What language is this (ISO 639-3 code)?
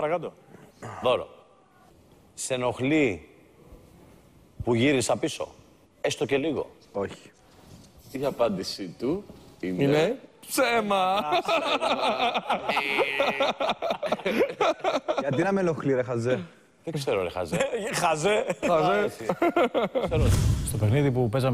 ell